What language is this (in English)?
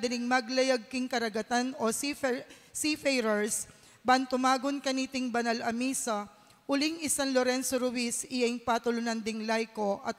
Pampanga